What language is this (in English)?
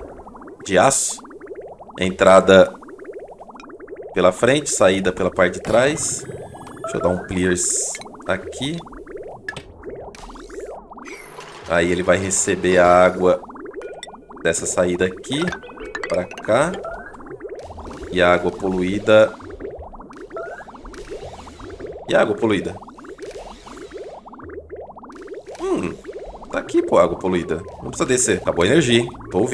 Portuguese